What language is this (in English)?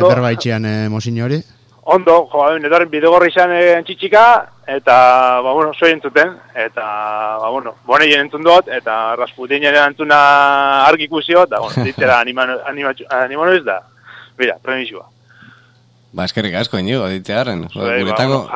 Basque